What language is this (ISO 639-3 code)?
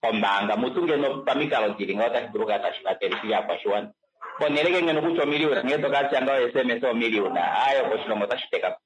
kua